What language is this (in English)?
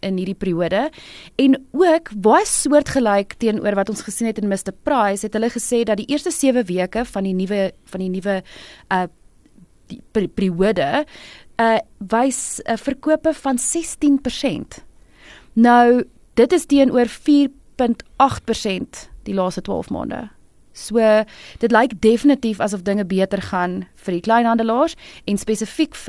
Afrikaans